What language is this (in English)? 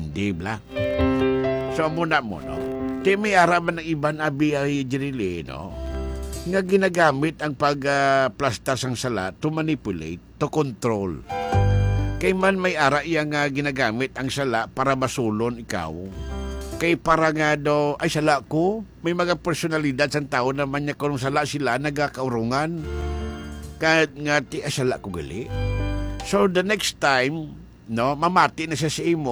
Hiligaynon